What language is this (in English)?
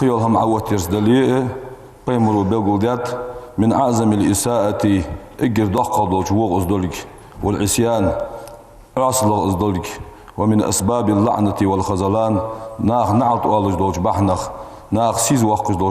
Ingush